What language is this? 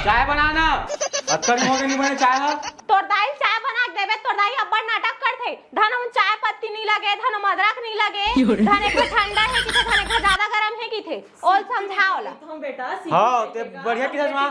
Chhattisgarhi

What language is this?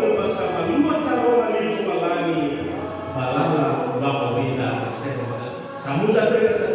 Nias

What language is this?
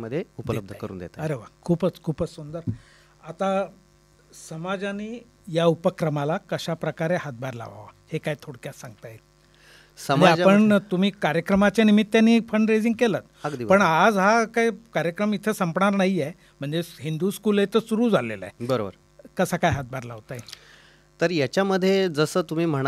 Marathi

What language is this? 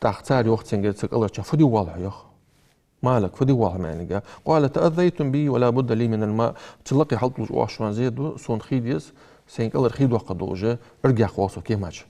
Ingush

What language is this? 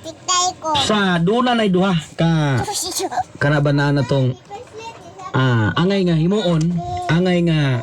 Cebuano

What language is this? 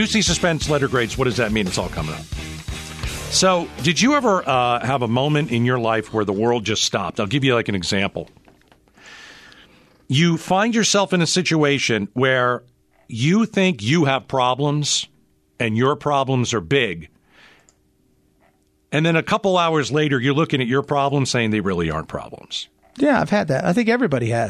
English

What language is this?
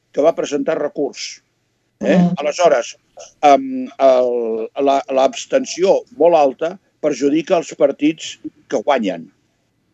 Catalan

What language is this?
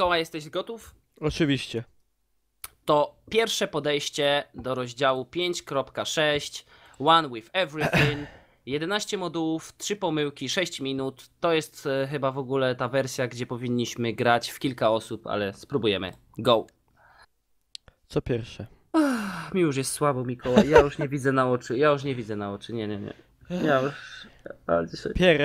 Polish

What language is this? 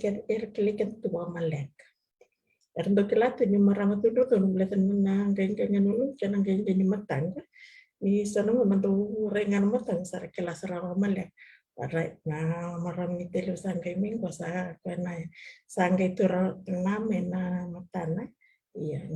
Fijian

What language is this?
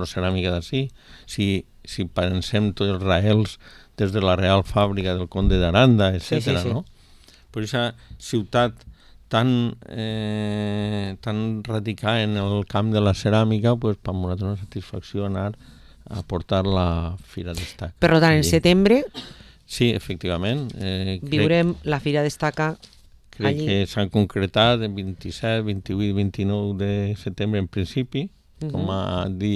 Catalan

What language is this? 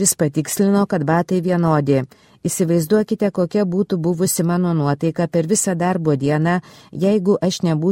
Lithuanian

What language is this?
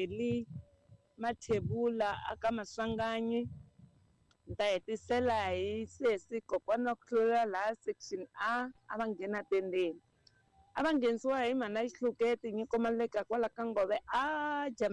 Tsonga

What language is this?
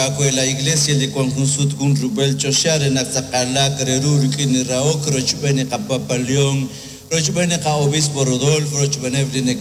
Kekchí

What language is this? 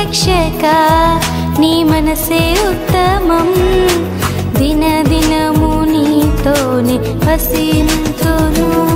Telugu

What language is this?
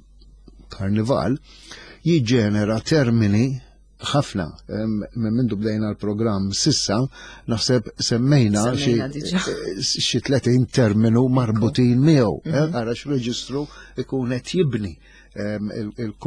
Maltese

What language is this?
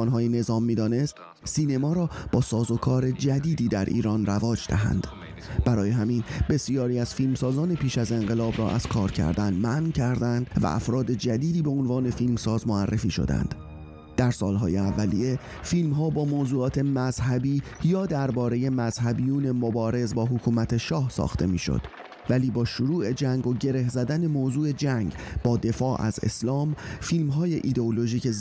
Persian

